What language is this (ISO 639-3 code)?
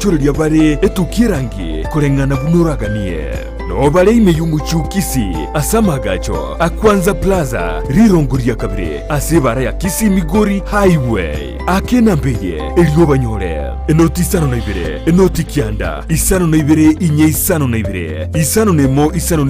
guz